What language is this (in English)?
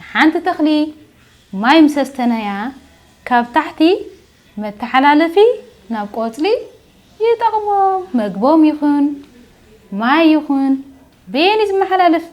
Tigrinya